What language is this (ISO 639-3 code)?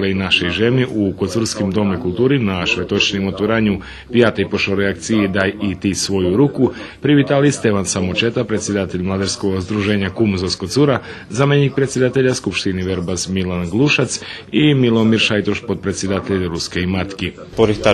rue